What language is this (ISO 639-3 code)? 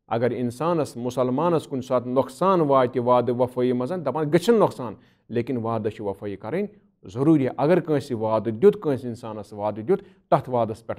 kas